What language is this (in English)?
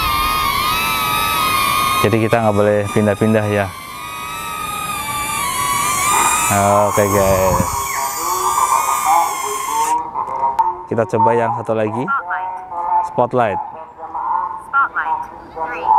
Indonesian